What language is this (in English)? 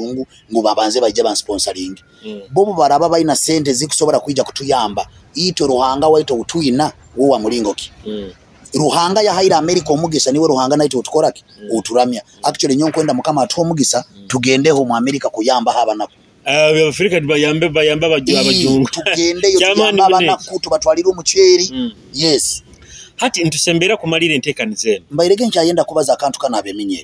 Nyoro